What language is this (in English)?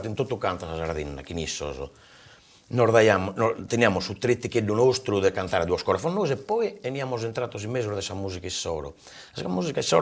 Sardinian